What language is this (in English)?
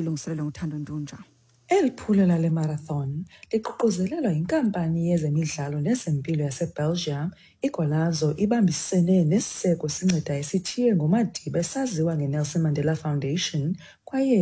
Xhosa